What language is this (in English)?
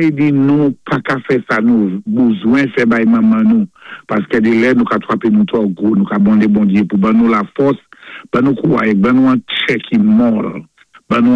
Saint Lucian Creole French